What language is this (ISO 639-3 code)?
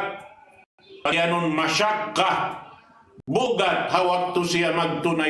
tsg